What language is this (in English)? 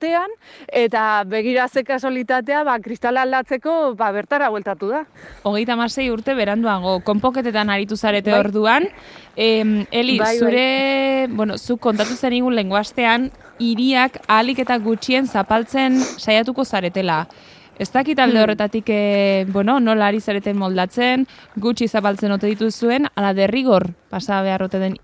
Basque